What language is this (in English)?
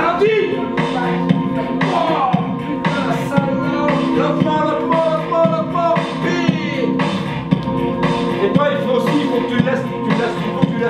French